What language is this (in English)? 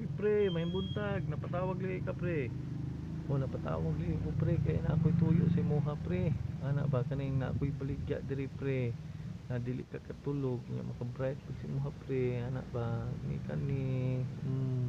Cebuano